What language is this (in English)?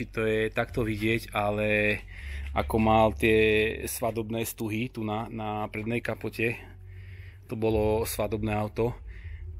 Slovak